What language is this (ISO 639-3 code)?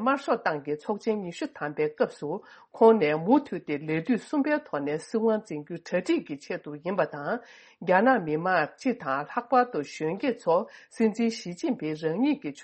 bod